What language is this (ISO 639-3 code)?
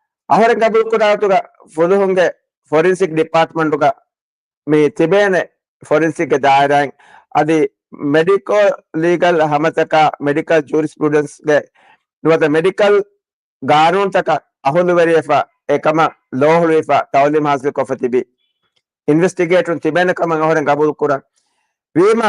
div